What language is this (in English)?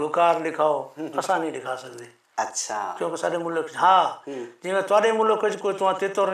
Saraiki